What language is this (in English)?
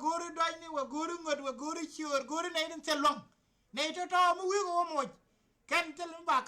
Nuer